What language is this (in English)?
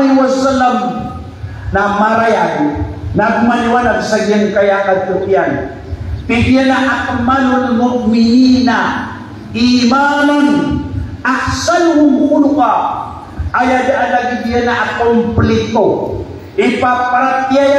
Maranao